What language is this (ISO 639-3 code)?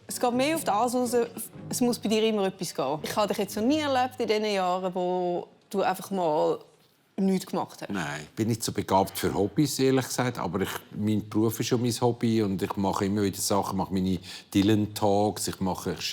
gsw